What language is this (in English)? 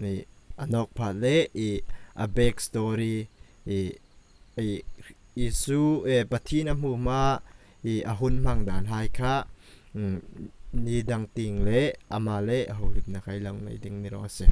Hmar